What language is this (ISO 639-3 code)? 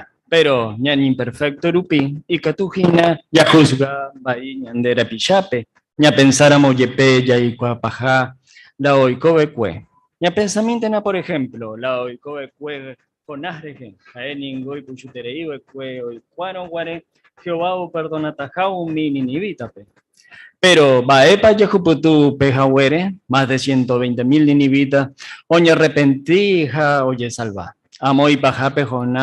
grn